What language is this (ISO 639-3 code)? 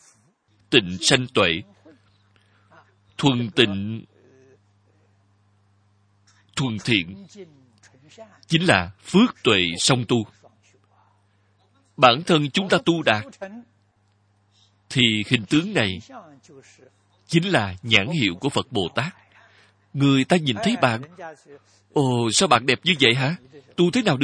vie